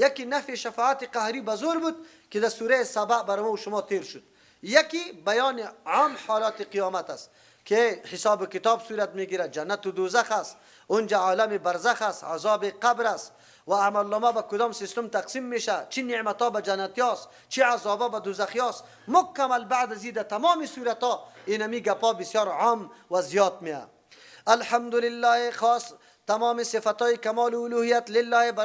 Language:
Persian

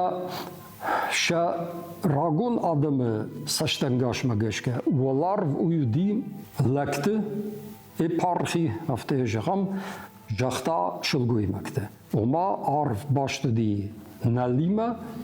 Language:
Ossetic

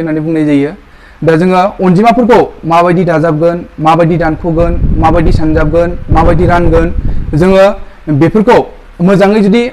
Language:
Bodo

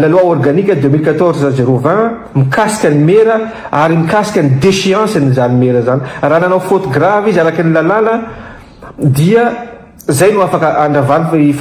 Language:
Malagasy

